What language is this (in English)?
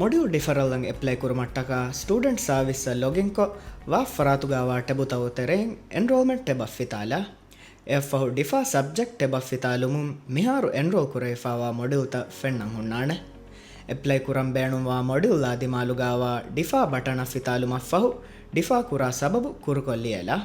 Divehi